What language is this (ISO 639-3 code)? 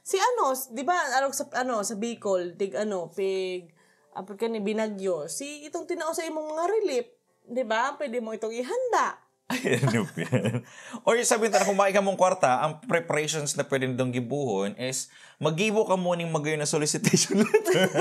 bik